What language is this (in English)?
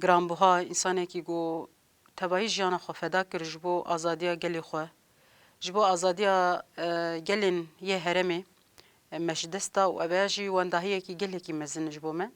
Kurdish